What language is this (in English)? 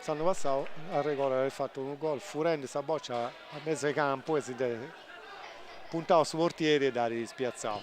Sardinian